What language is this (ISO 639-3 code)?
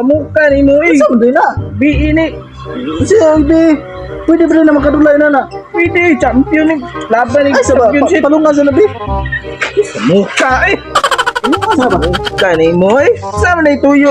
ceb